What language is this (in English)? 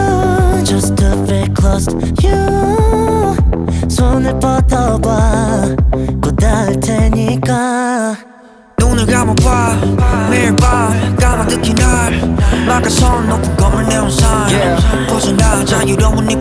Korean